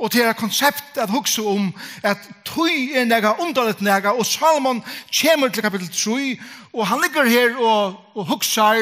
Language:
Faroese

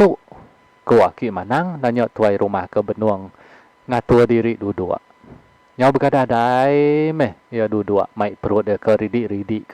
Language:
Iban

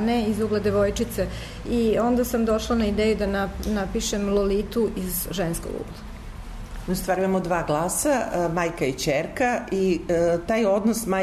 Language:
Serbian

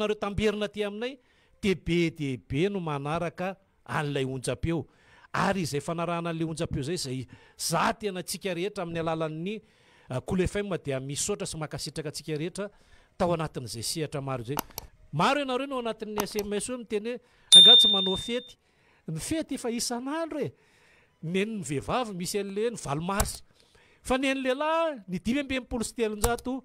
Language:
Malagasy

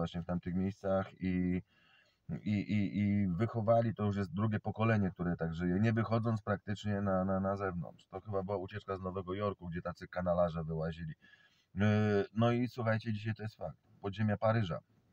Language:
Polish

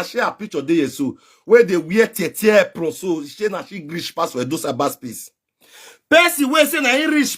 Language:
Nigerian Pidgin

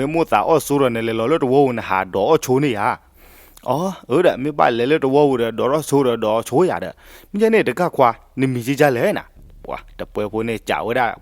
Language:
S'gaw Karen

